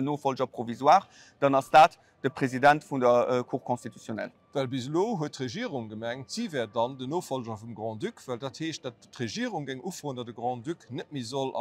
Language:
Luxembourgish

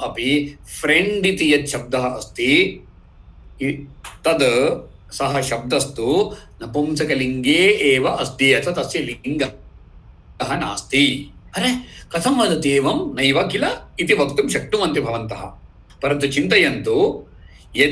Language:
Sanskrit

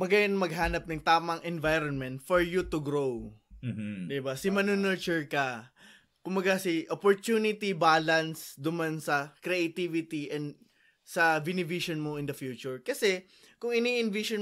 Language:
Bikol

